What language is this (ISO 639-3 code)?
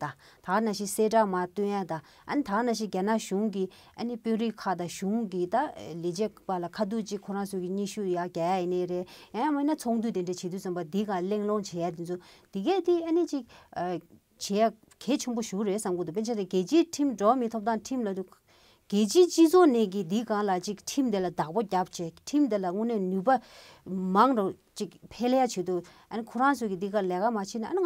bod